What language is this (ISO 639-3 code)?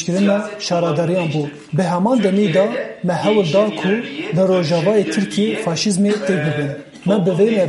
kur